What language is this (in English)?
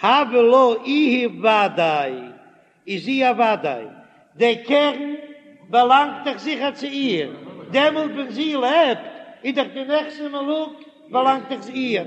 Yiddish